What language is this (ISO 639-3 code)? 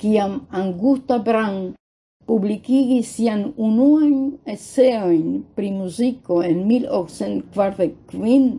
epo